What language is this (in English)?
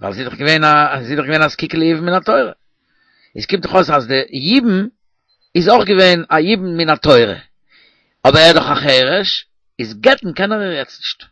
Yiddish